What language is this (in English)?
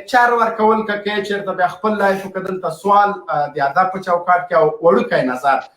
Pashto